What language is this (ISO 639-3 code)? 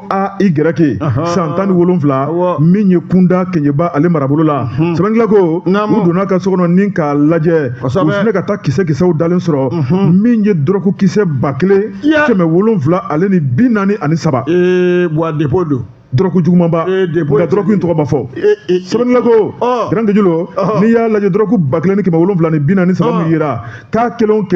bam